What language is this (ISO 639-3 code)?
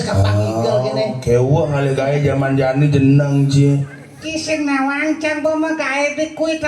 ban